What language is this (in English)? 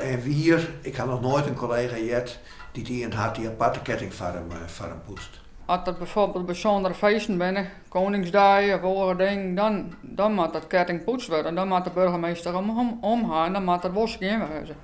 Western Frisian